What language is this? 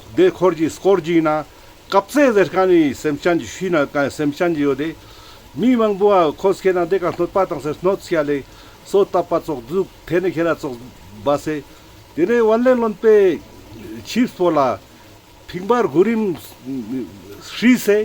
Ladakhi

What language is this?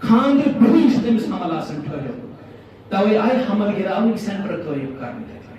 Kashmiri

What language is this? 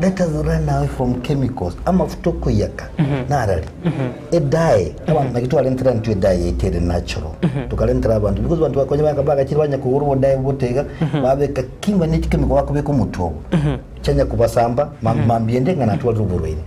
Gusii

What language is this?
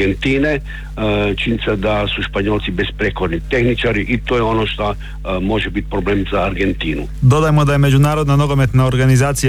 Croatian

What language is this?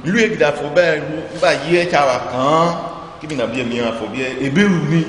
Ifè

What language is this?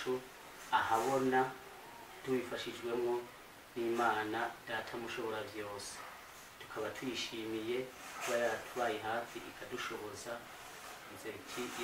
Rundi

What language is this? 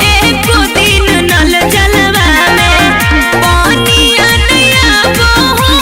Magahi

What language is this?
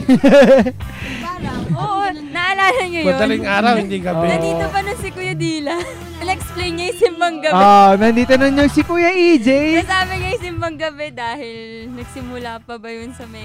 Filipino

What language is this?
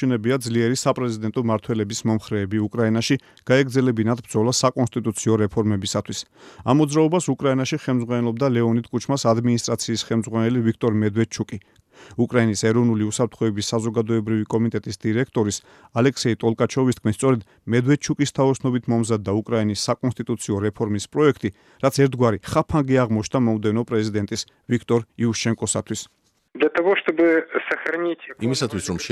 Georgian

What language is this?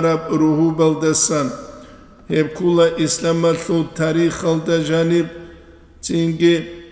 Avaric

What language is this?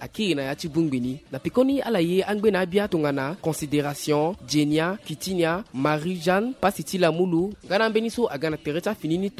Sango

